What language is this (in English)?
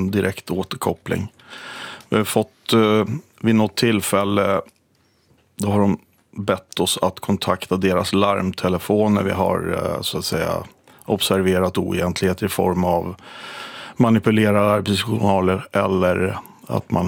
Swedish